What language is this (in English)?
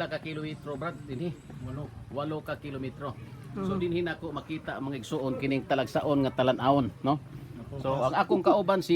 Cebuano